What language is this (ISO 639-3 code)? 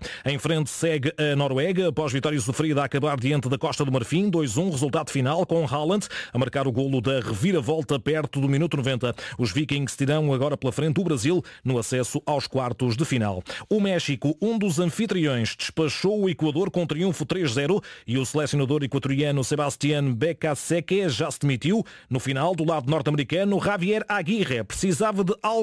por